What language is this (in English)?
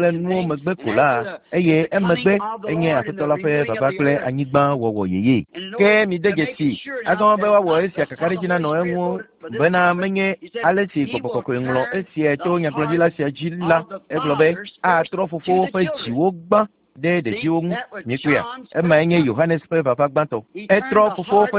Ewe